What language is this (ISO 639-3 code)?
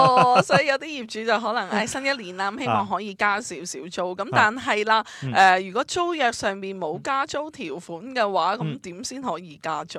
yue